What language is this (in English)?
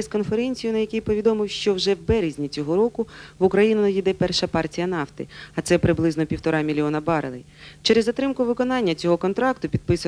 Ukrainian